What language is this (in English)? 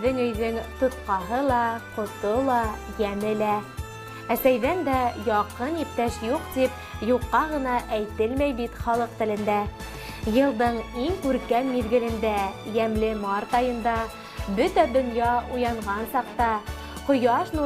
Bashkir